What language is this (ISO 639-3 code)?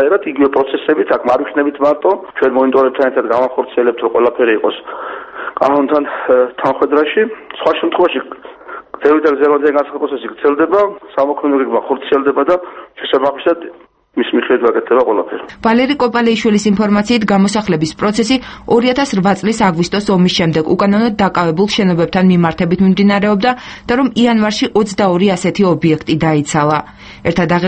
kat